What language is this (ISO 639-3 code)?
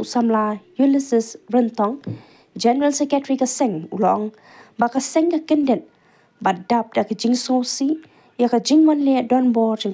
kha